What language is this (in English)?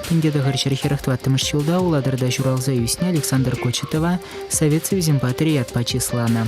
Chuvash